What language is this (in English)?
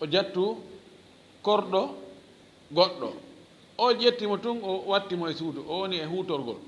Fula